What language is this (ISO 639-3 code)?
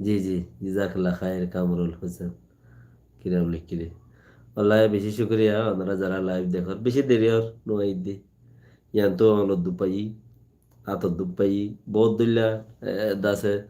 rhg